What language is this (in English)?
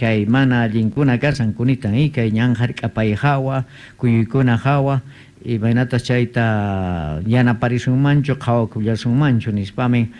South Bolivian Quechua